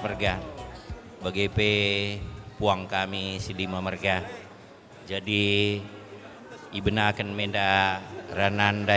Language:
Batak Karo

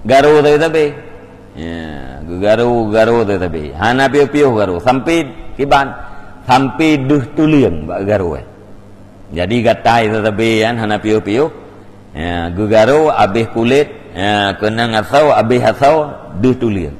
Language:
Achinese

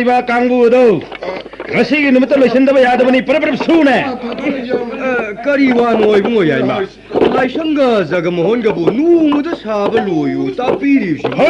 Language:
Manipuri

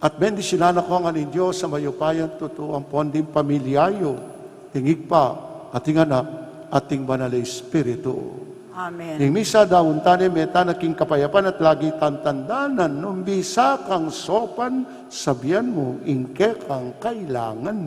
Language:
Pampanga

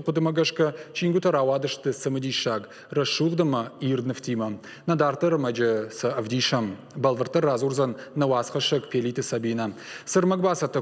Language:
Ossetic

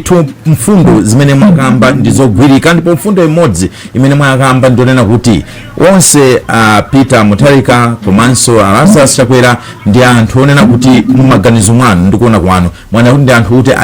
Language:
Nyanja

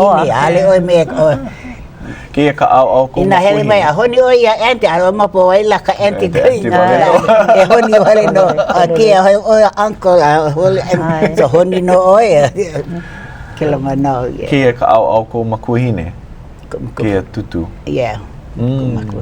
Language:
Hawaiian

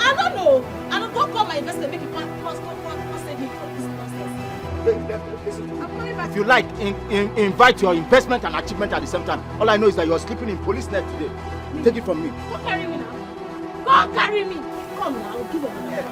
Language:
Nigerian Pidgin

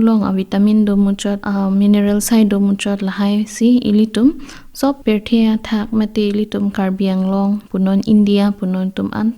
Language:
Karbi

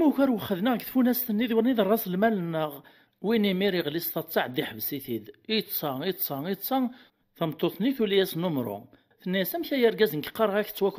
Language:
Kabyle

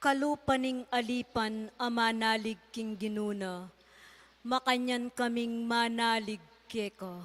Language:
Pampanga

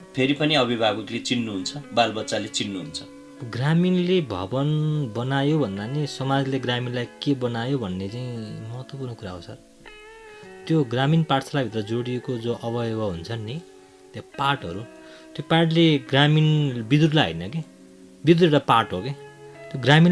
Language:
Nepali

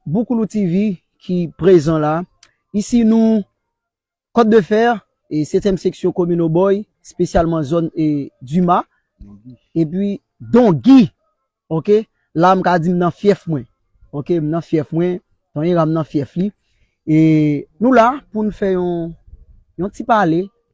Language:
Haitian Creole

